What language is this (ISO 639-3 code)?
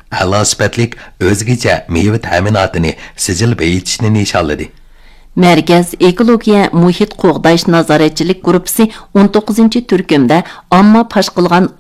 uig